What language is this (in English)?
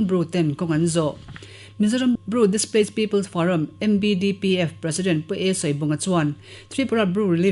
Mizo